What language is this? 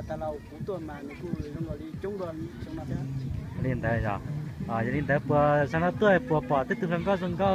Hmong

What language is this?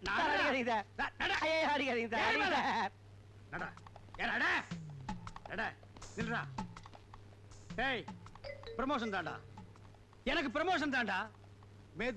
Tamil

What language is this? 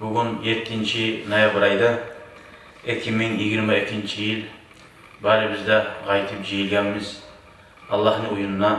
Kumyk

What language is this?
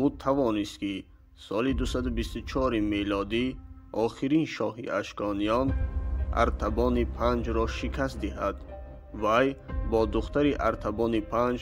Tajik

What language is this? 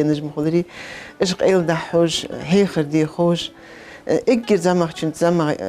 Ingush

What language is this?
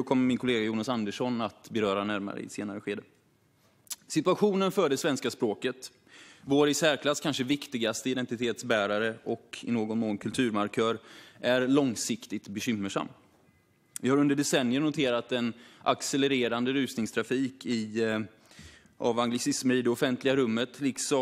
Swedish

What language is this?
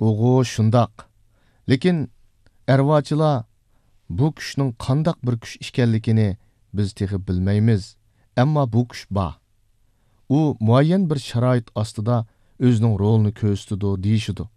Uyghur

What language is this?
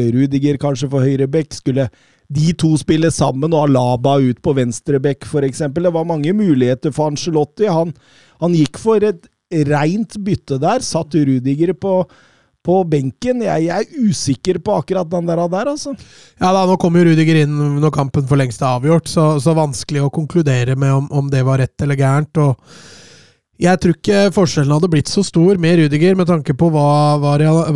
Norwegian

